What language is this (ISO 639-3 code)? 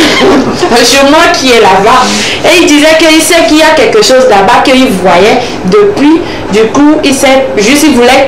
fra